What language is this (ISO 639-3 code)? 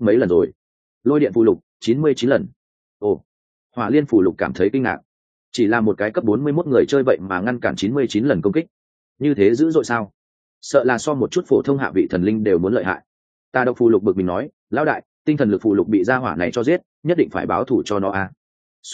vie